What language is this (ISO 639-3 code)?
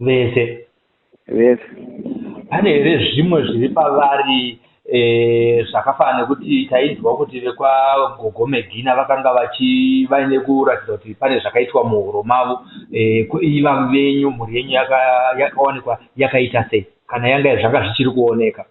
sna